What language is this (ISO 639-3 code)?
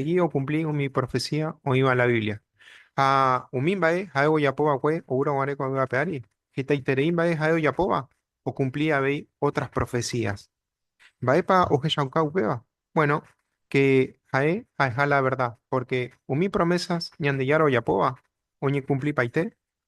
grn